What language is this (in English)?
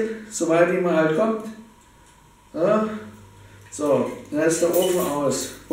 German